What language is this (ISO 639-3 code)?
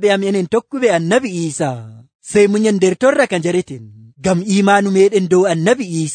fuv